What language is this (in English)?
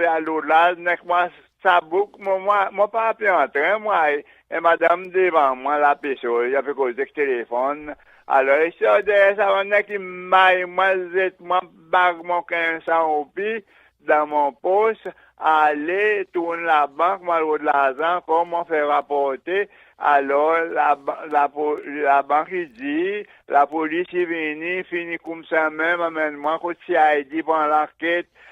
Seselwa Creole French